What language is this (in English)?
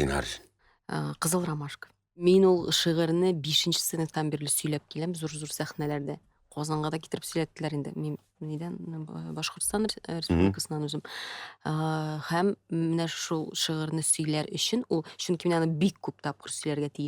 Tatar